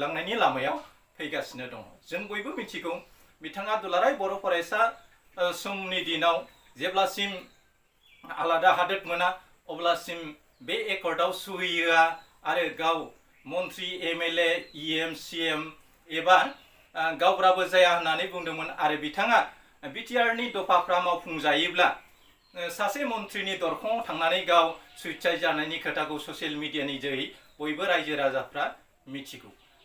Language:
Bodo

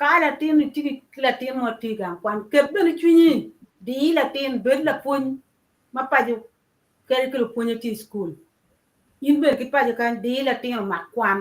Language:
Acoli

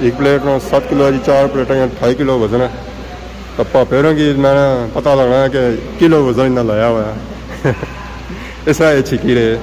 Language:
Pahari-Potwari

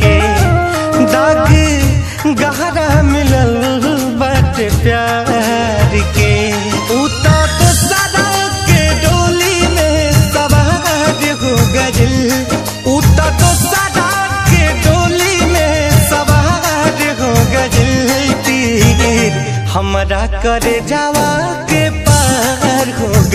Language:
Bhojpuri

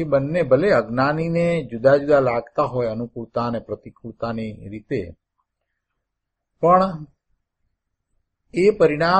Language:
Gujarati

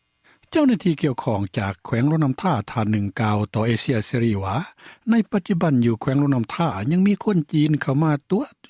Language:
Lao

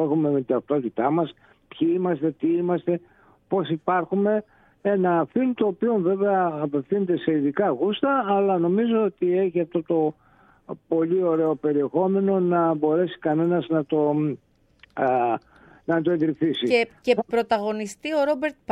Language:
Greek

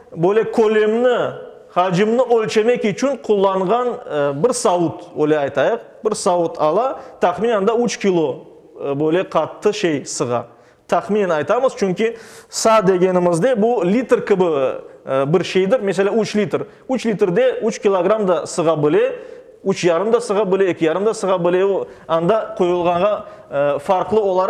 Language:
Crimean Tatar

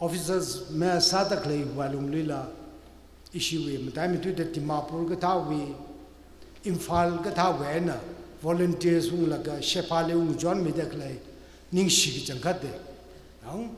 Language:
Tangkhul Naga (India)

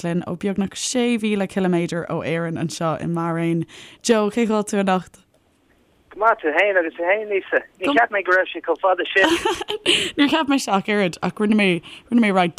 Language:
Irish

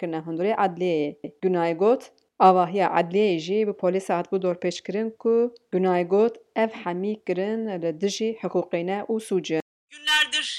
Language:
Kurdish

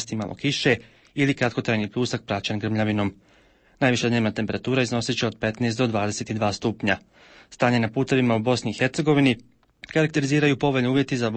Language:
Bosnian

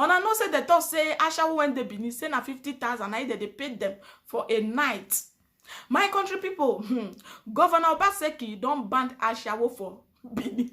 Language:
Nigerian Pidgin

